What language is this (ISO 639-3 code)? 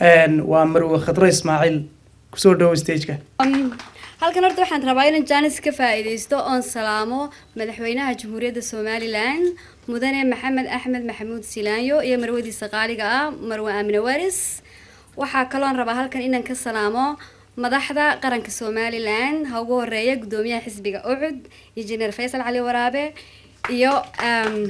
som